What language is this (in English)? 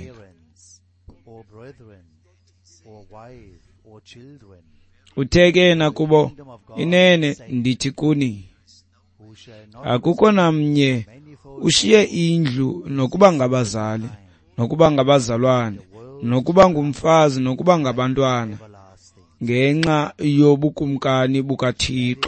Xhosa